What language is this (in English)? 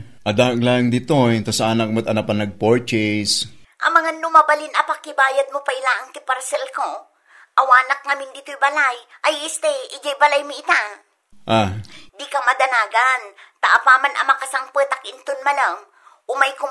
Iloko